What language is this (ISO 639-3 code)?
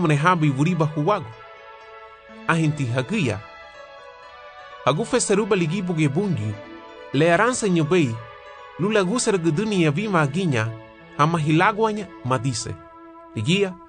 cab